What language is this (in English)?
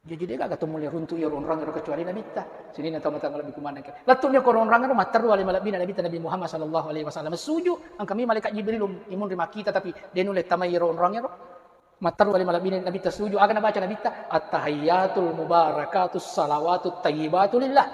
Buginese